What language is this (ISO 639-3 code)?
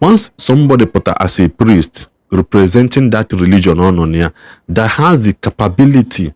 ibo